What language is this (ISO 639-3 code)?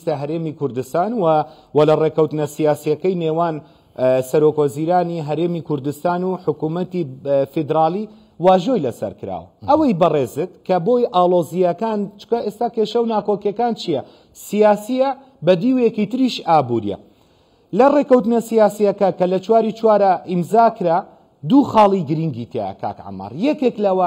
ckb